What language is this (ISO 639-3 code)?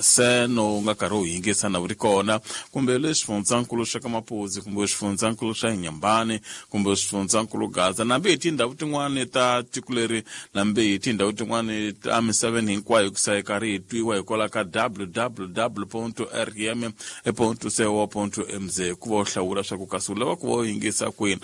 tso